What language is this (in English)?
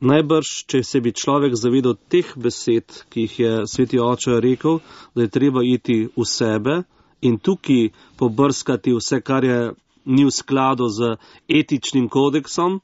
Slovenian